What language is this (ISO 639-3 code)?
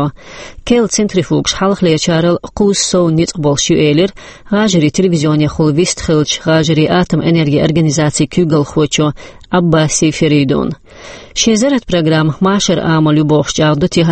che